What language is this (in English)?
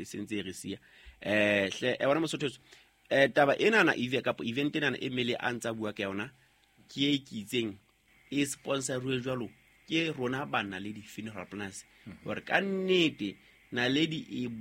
Southern Sotho